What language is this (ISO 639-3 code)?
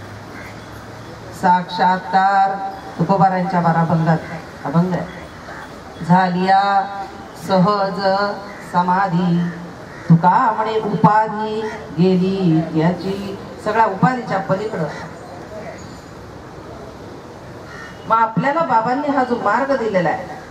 mar